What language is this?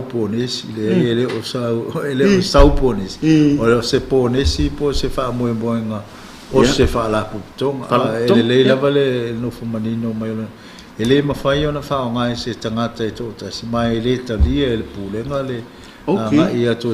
Samoan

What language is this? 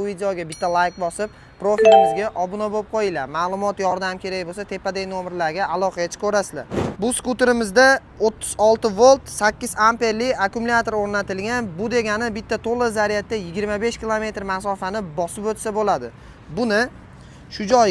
Uzbek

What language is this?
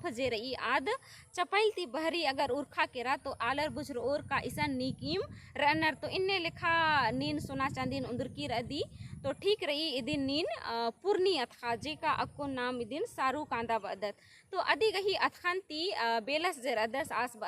Kurukh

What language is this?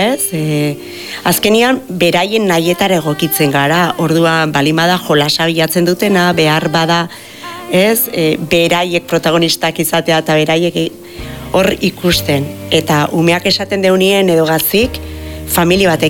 Basque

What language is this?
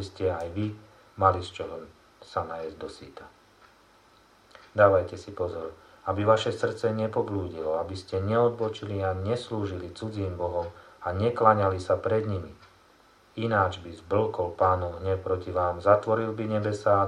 Slovak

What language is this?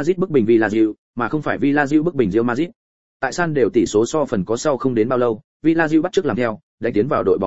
Vietnamese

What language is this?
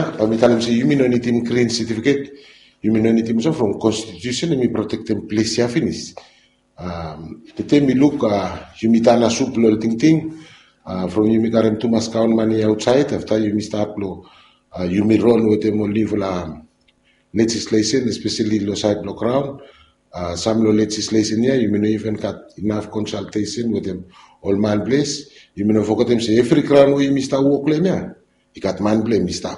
Bislama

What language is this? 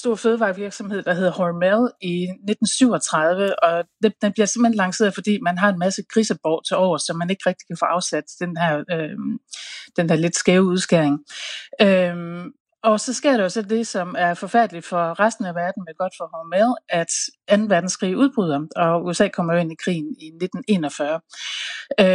Danish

